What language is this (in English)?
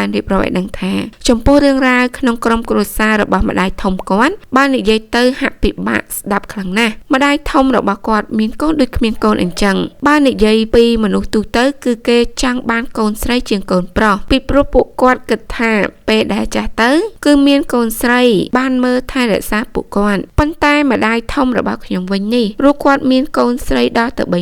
Khmer